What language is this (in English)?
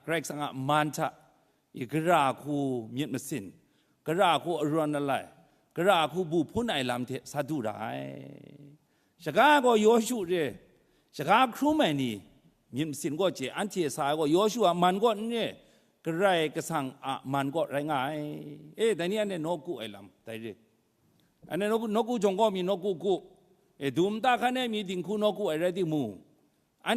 Kachin